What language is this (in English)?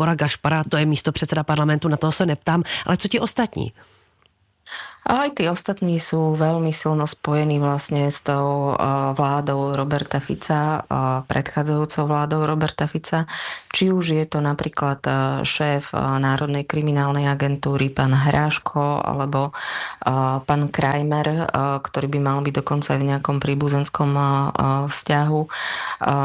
Slovak